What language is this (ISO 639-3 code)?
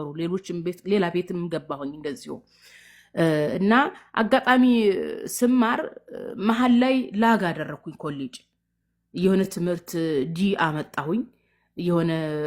amh